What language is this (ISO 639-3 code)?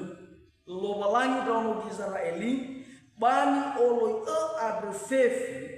nia